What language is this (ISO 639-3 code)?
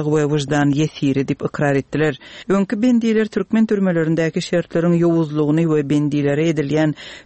tuk